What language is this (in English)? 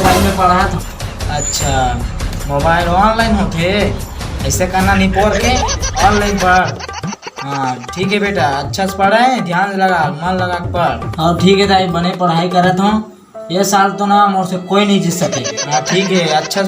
Chhattisgarhi